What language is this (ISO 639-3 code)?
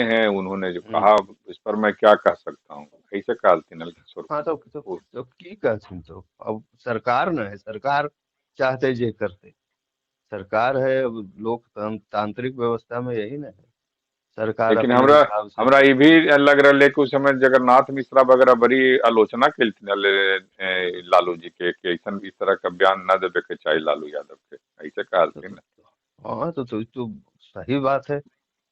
mag